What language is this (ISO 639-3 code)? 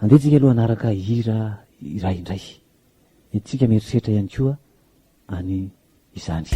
mlg